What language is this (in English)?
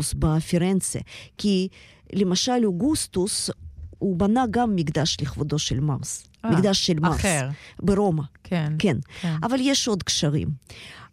Hebrew